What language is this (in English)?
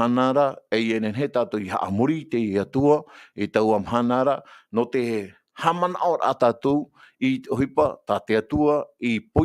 Tahitian